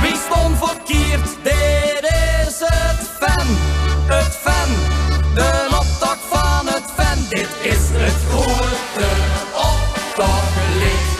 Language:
Limburgish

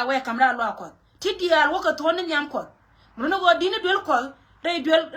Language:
Nuer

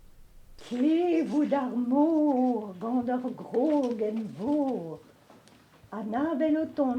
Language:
Breton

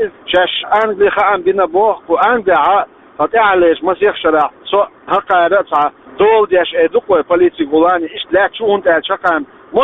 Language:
Chechen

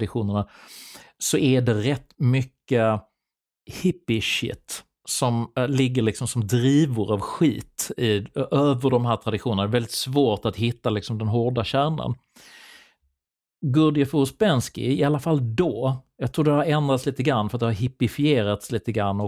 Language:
Swedish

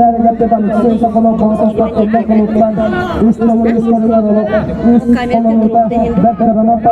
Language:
Yakut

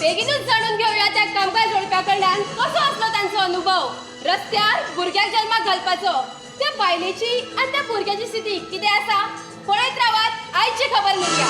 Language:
Konkani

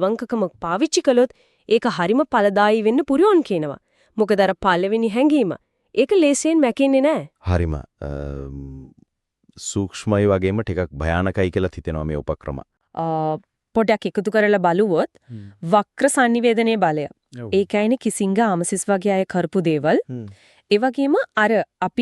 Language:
Sinhala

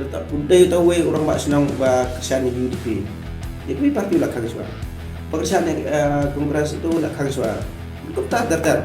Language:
Khasi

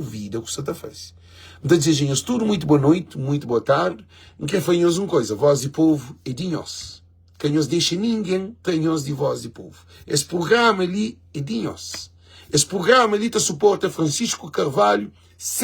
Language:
Kabuverdianu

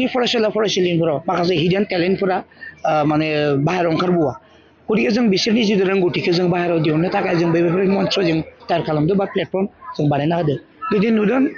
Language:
Bodo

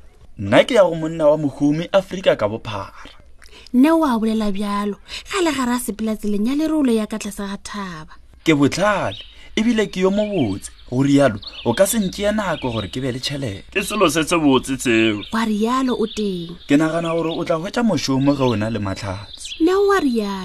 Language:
Northern Sotho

